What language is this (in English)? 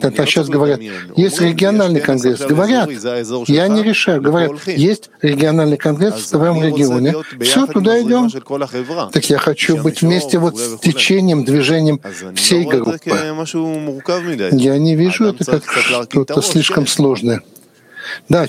Russian